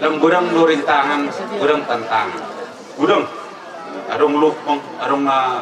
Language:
Batak Toba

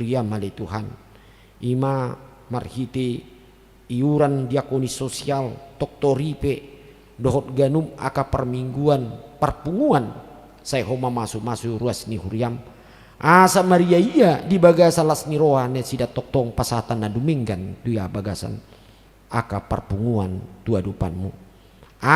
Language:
Batak Toba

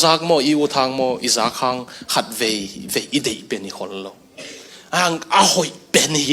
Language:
Tedim Chin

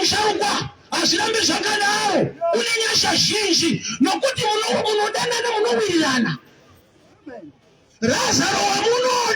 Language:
Shona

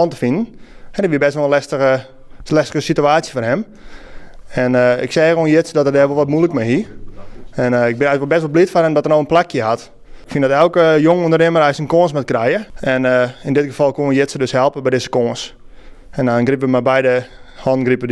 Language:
Western Frisian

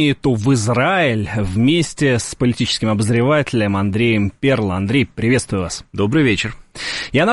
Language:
Russian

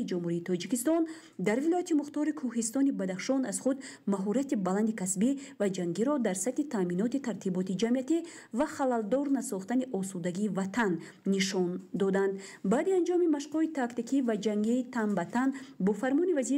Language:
Tajik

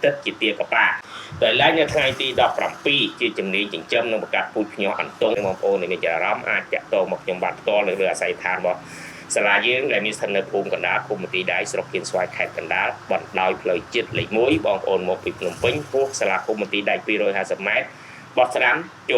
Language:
Khmer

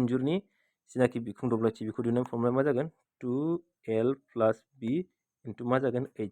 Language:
Bodo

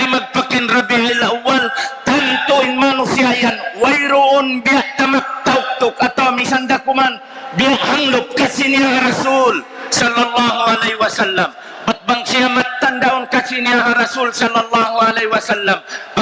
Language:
Tausug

